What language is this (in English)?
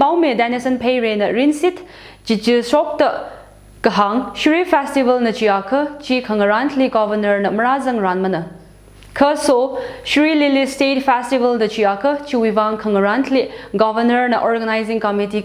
Tangkhul Naga (India)